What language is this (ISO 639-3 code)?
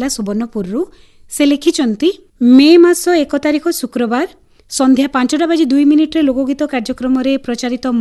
ori